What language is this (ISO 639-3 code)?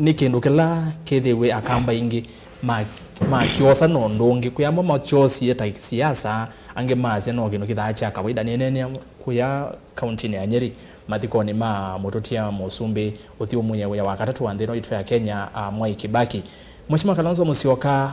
kam